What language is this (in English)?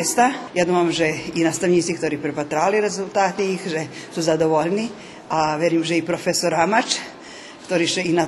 Rusyn